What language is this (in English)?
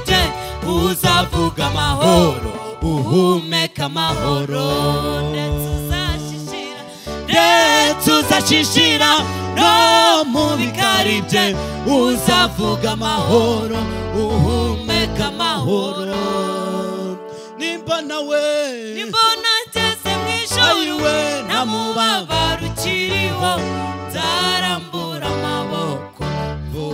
Kinyarwanda